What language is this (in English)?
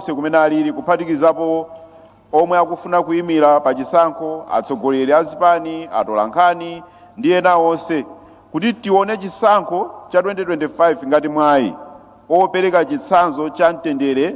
Nyanja